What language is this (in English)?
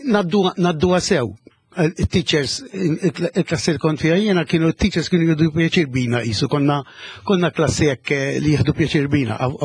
Maltese